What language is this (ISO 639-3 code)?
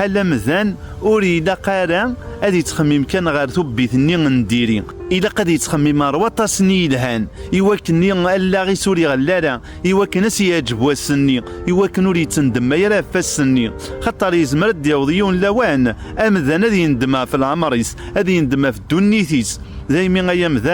kab